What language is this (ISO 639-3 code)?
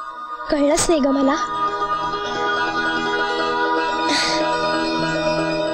mar